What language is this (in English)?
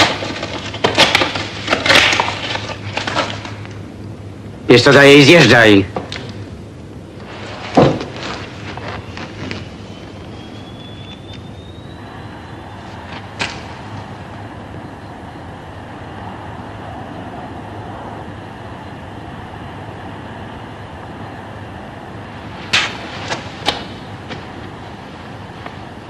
Polish